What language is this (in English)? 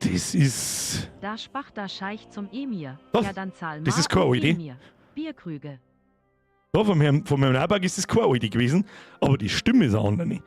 Bavarian